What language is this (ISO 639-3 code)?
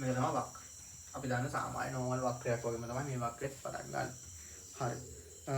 sin